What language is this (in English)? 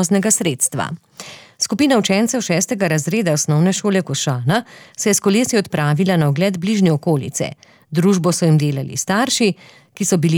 Slovenian